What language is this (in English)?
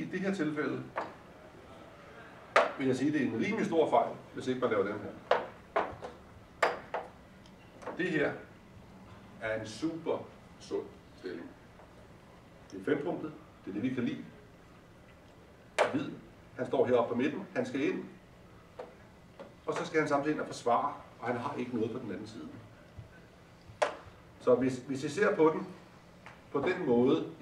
Danish